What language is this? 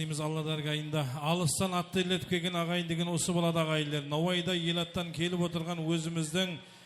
Kara-Kalpak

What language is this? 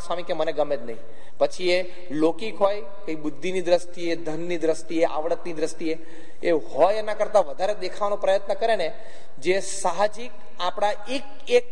Gujarati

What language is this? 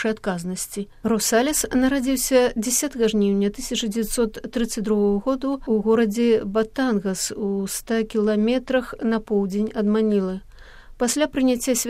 Belarusian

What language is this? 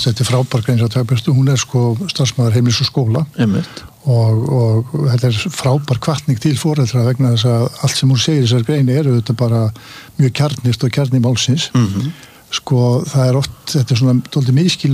Icelandic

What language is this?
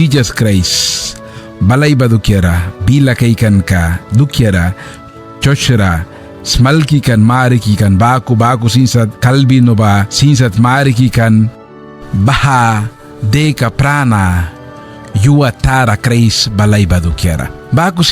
Mískito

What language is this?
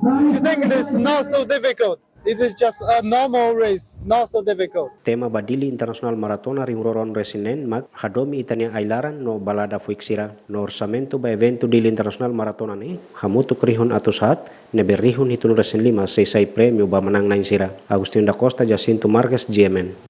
Tetum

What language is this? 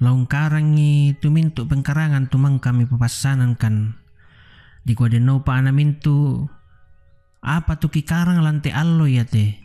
Toraja-Sa'dan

